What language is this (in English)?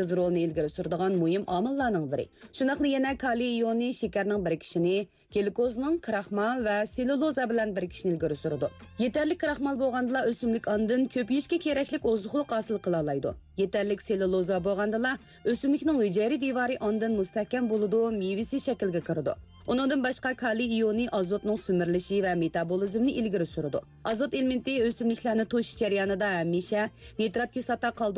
Uyghur